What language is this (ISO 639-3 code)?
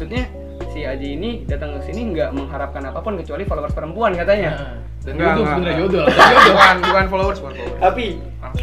ind